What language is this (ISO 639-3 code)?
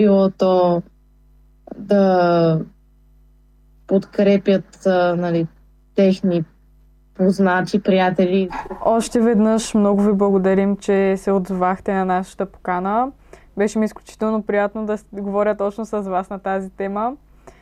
bul